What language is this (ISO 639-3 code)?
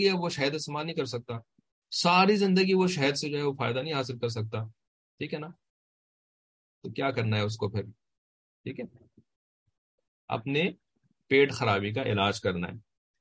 urd